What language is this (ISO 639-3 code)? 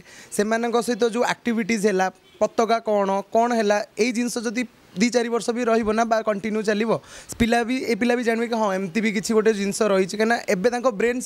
ori